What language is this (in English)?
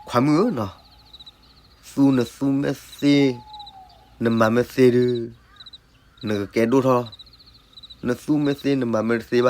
S'gaw Karen